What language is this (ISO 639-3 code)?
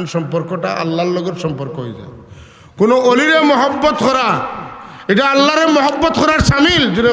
syl